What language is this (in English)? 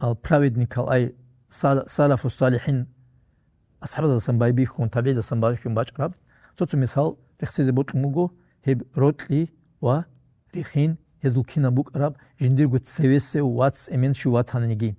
Avaric